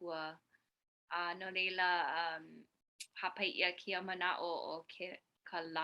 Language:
Hawaiian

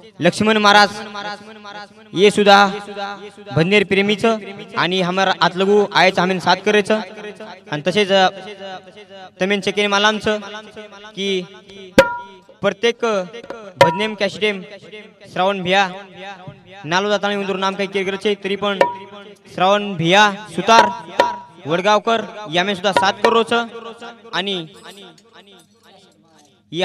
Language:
Lambadi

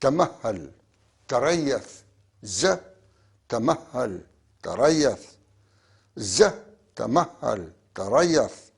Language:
North Levantine Arabic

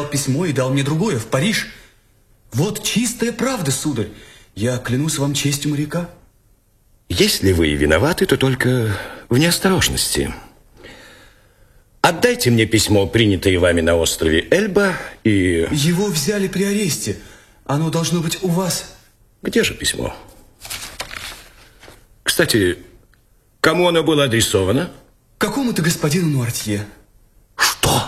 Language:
Russian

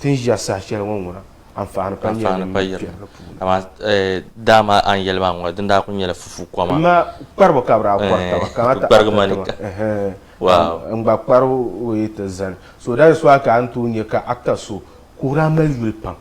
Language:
Dagbani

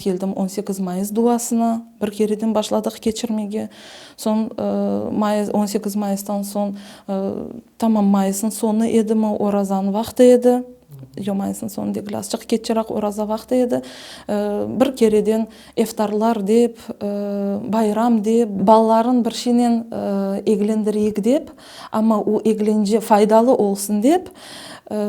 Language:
Crimean Tatar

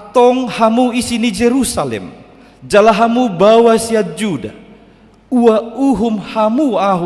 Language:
Batak Toba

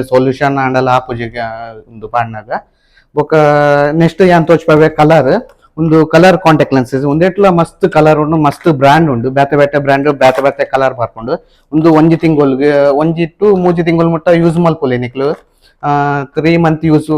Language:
Tulu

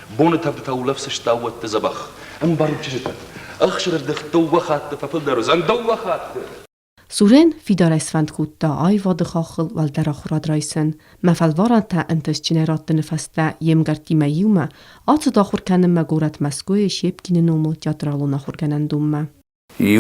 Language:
Ossetic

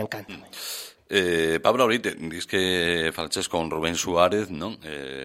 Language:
Galician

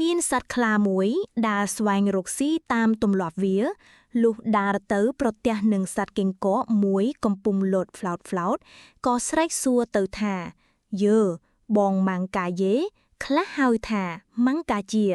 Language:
Khmer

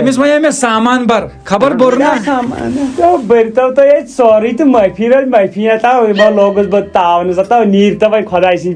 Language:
Kashmiri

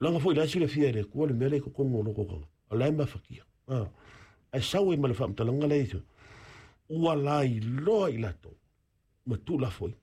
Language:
Samoan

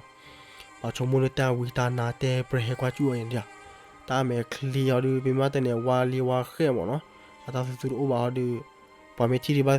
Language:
S'gaw Karen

